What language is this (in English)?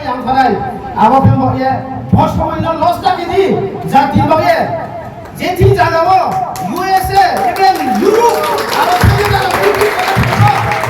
Riang (India)